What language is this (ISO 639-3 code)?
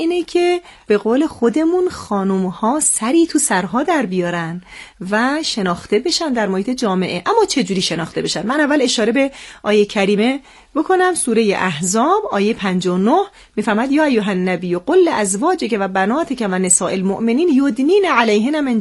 fas